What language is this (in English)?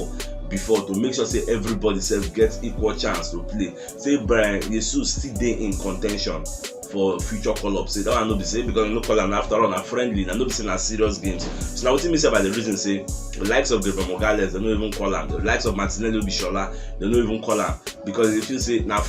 Nigerian Pidgin